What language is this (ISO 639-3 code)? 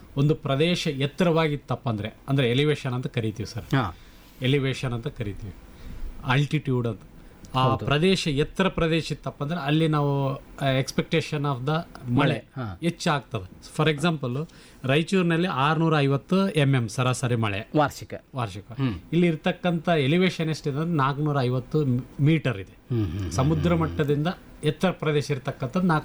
kan